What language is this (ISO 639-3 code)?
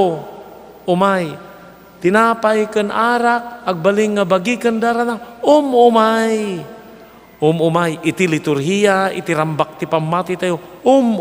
ilo